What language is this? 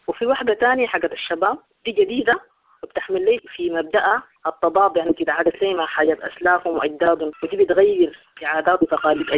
Sudanese Arabic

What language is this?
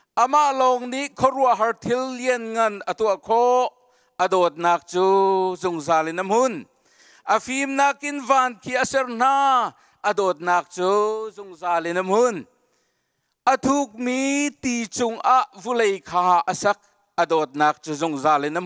Hakha Chin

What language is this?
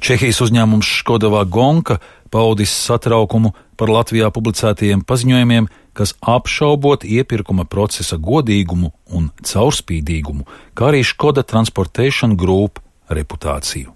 Latvian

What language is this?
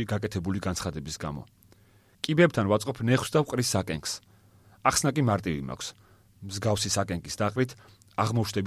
Georgian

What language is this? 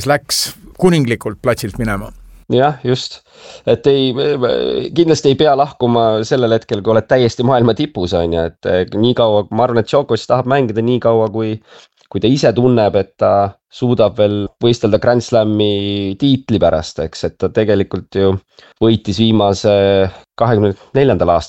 Estonian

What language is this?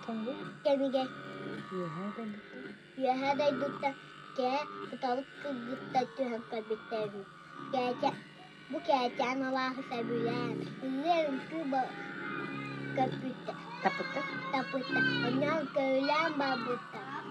Yakut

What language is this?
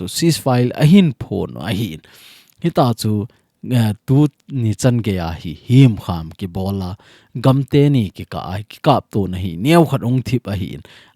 Thado Chin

